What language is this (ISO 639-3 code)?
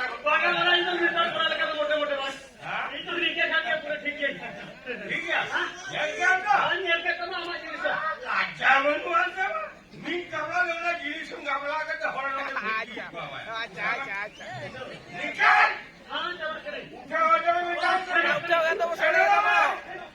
sat